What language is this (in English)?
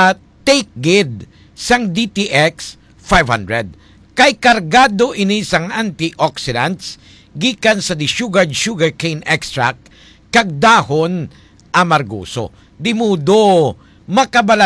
Hiligaynon